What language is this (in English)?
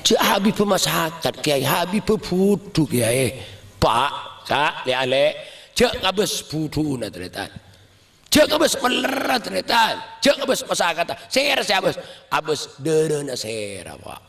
Madurese